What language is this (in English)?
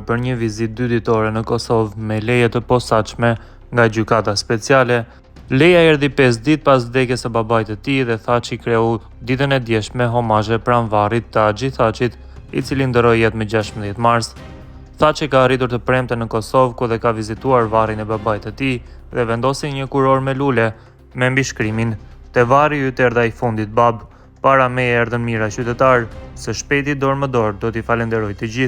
Albanian